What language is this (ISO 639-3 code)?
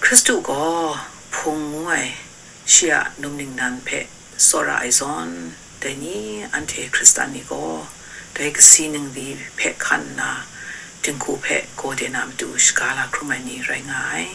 kac